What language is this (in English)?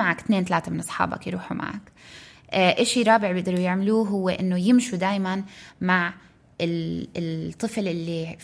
North Levantine Arabic